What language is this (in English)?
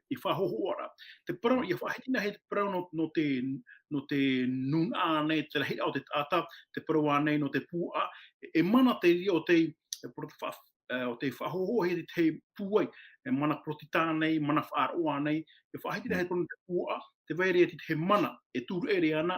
Tahitian